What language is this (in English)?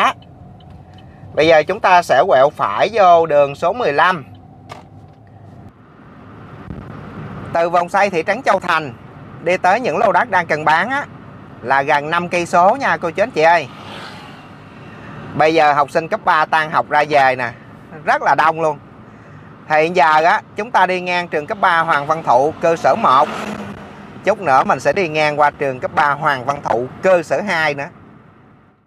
Vietnamese